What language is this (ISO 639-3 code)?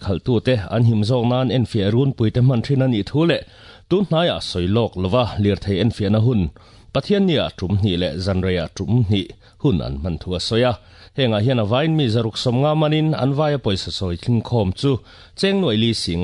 lus